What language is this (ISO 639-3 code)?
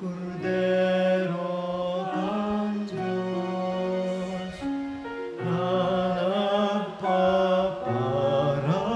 bik